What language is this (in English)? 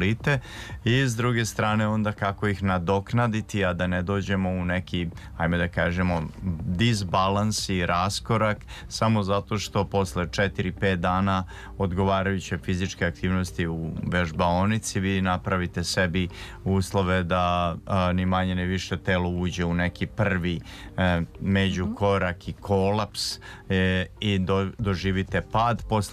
Serbian